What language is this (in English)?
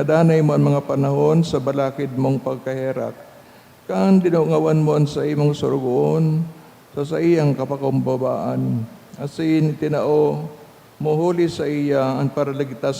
Bikol